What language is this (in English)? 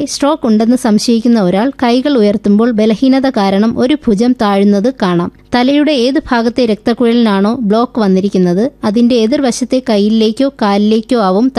Malayalam